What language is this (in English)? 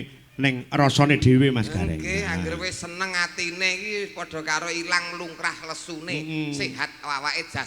Javanese